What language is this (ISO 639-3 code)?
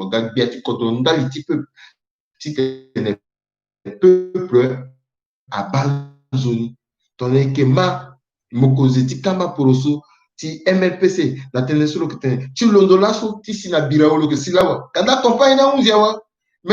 sag